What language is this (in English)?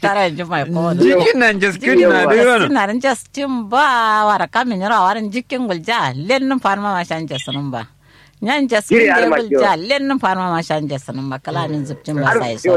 Kanuri